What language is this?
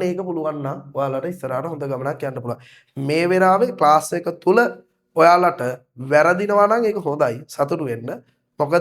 Sinhala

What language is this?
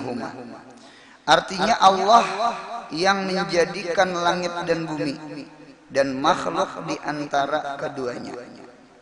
Banjar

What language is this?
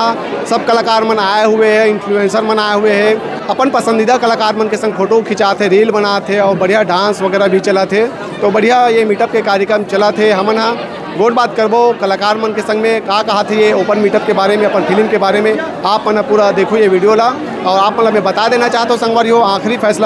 Chhattisgarhi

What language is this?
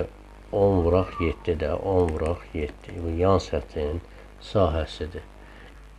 Azerbaijani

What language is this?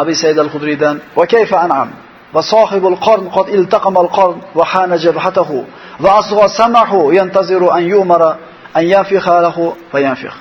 Uzbek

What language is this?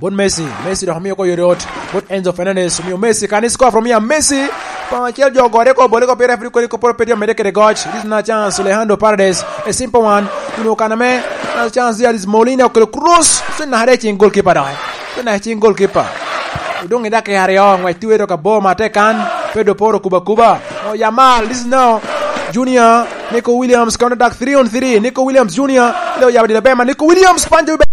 Lango (Uganda)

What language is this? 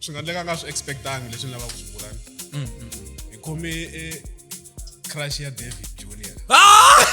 Tsonga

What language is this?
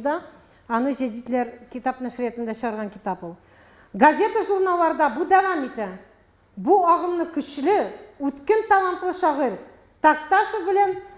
Tatar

